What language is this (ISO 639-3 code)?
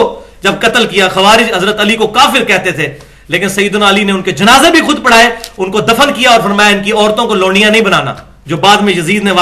urd